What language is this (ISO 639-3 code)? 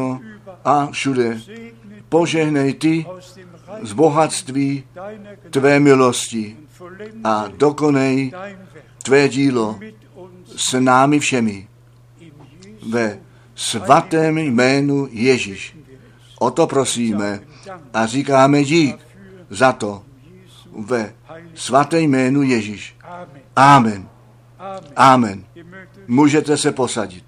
ces